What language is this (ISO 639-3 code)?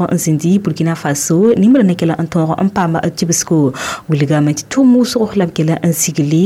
mos